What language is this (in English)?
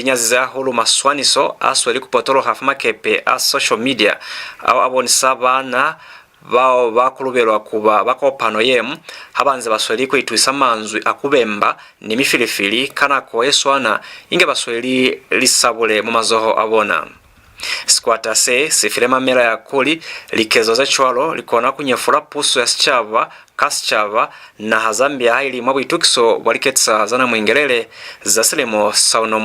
Lozi